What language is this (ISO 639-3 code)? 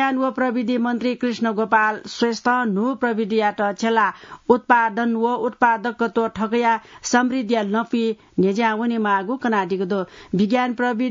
new